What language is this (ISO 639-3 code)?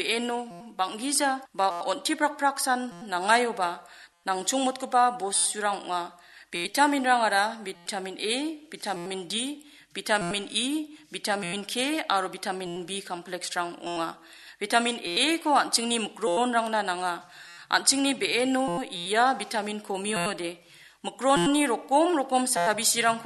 grt